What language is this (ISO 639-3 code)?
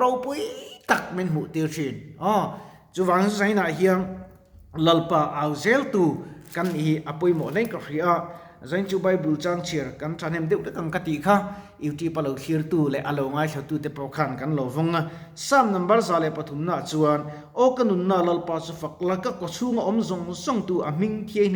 lus